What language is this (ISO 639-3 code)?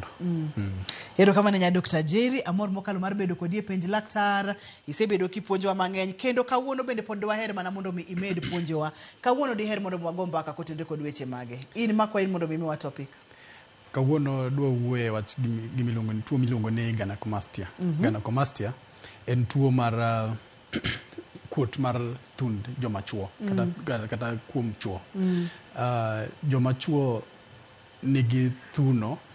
luo